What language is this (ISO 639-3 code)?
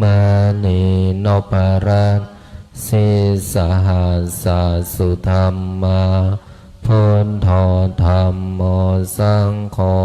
pli